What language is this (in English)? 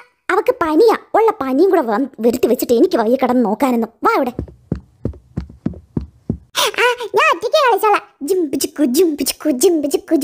Malayalam